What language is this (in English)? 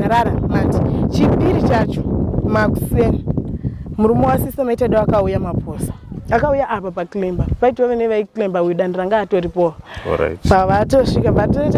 Shona